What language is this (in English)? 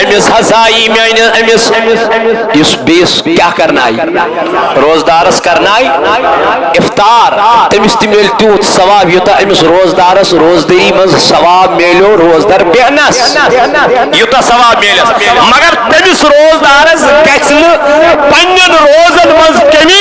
Kashmiri